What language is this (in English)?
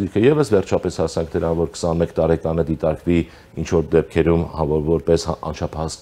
Armenian